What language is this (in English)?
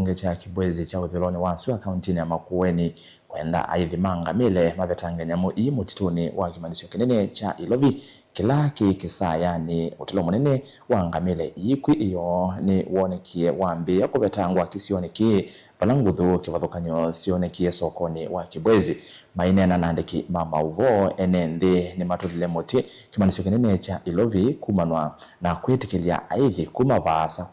Kamba